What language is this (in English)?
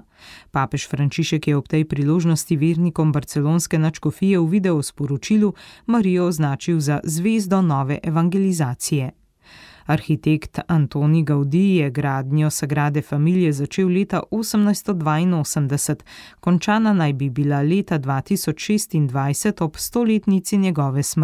Slovenian